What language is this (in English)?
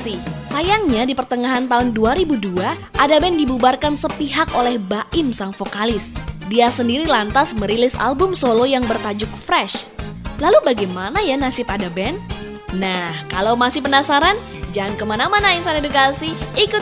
Indonesian